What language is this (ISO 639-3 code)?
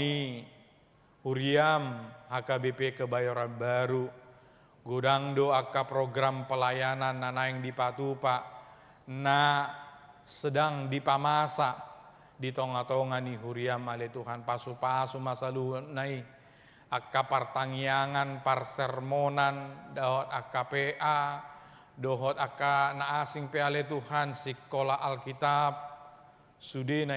bbc